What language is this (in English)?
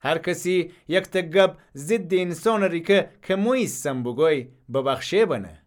Gilaki